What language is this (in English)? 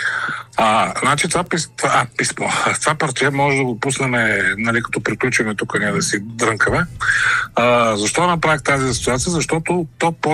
Bulgarian